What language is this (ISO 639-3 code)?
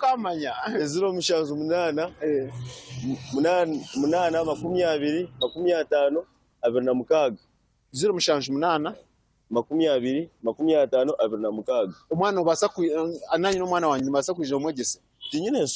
nyn